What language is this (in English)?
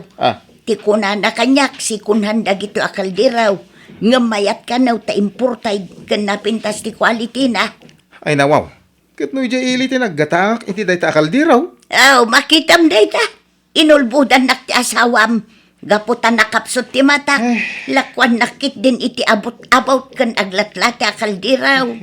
Iloko